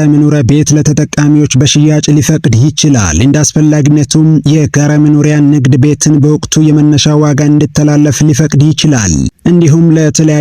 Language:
Amharic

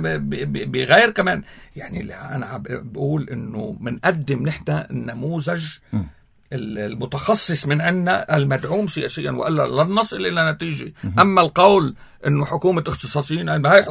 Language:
North Levantine Arabic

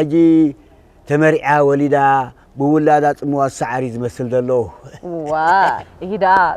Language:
Tigrinya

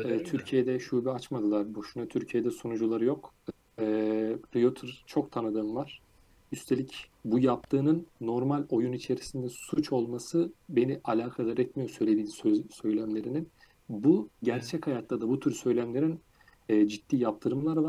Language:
Turkish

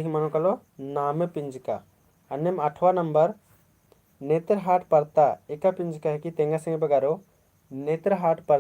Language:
Kurukh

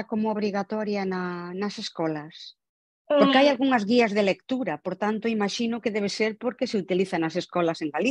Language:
Galician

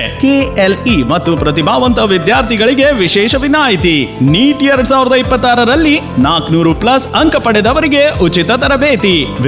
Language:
Kannada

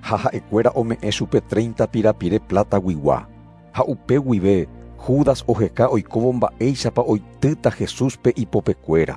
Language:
Guarani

